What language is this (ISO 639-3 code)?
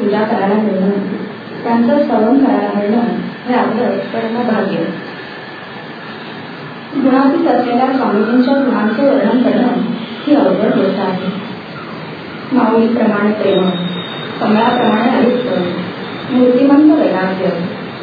mar